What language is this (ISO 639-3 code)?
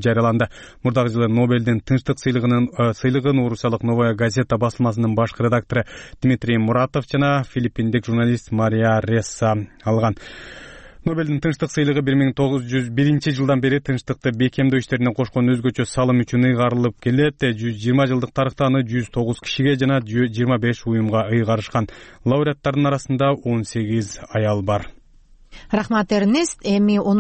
kir